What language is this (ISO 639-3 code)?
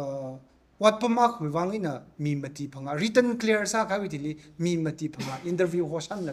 nmf